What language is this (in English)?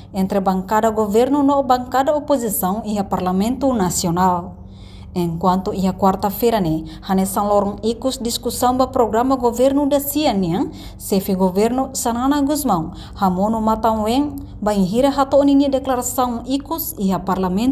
Tetum